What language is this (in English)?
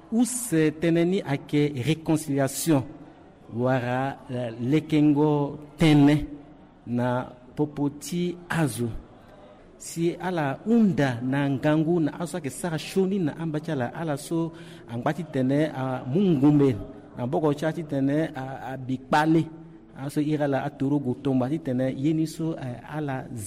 Sango